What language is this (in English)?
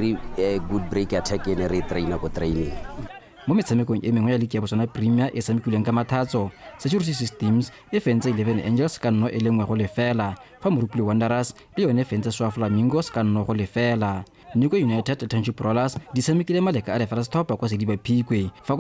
Tswana